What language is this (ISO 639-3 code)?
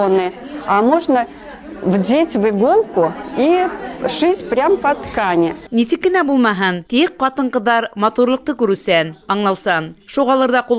bak